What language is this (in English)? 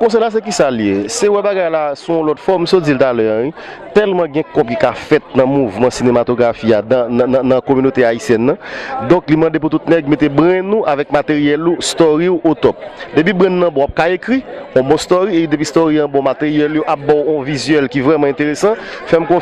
Haitian Creole